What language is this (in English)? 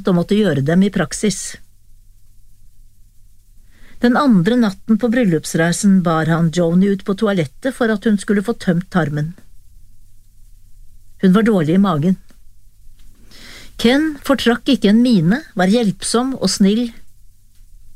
Norwegian